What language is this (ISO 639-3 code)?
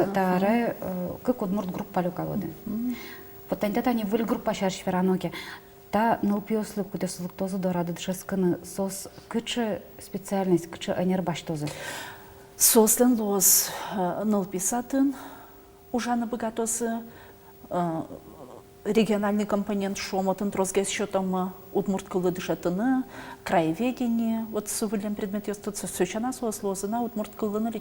udm